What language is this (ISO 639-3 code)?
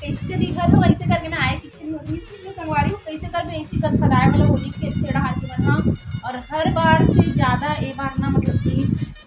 hne